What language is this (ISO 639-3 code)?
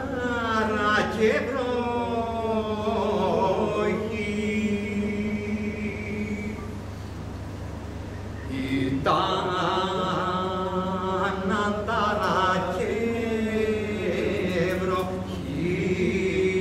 ell